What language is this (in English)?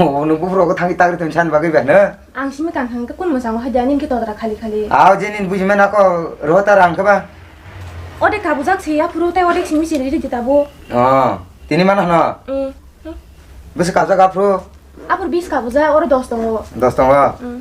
Kok Borok